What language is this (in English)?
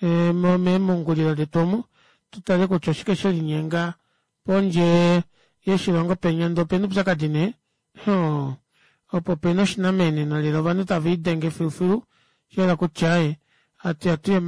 Kuanyama